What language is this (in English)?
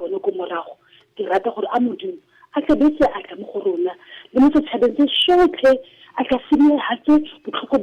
Tswana